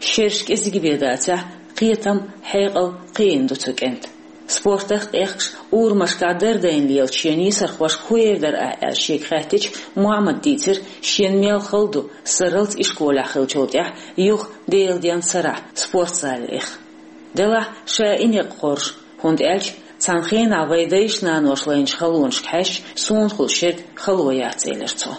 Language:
Chechen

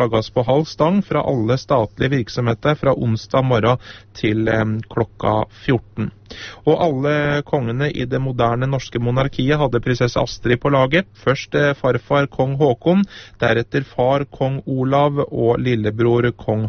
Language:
Norwegian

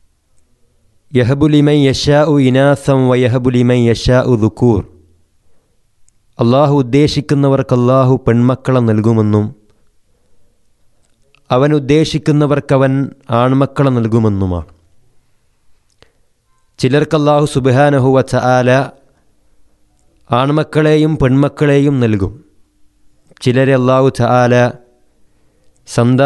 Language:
Malayalam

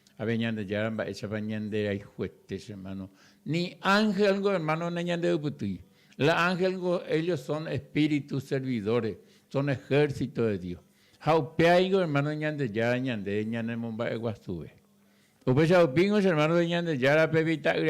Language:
Guarani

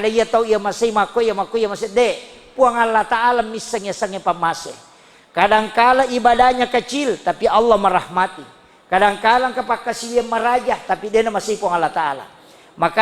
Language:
Buginese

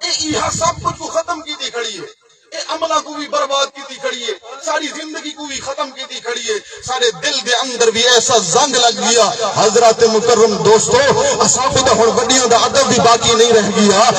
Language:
Saraiki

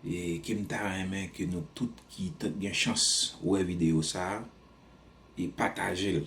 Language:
Haitian Creole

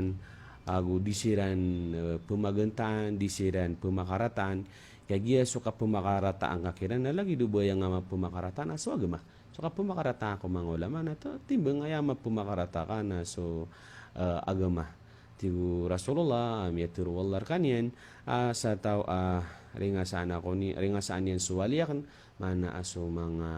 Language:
Maranao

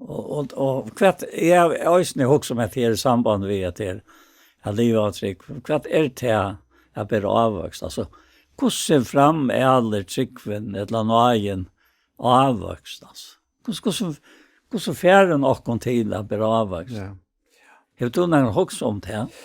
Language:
Faroese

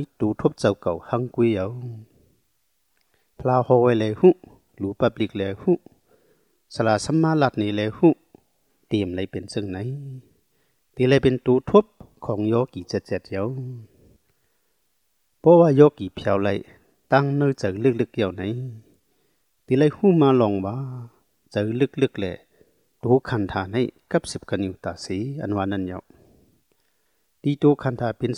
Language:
Thai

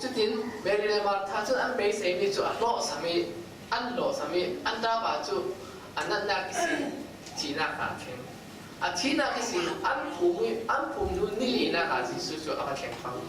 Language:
Falam Chin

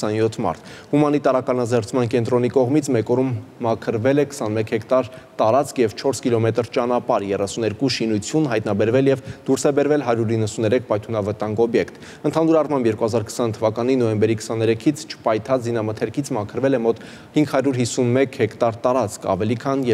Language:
Armenian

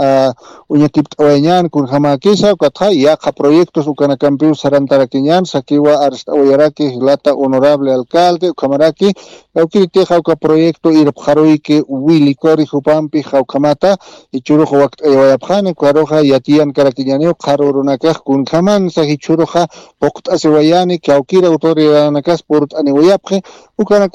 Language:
Aymara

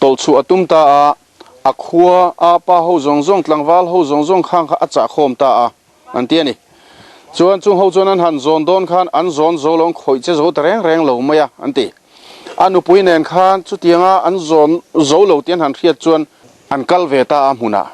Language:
Mizo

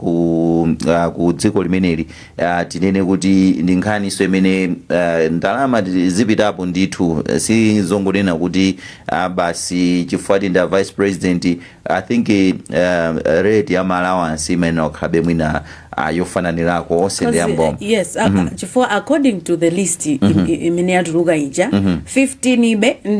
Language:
Nyanja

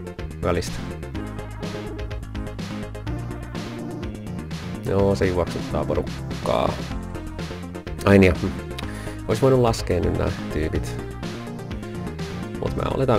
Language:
Finnish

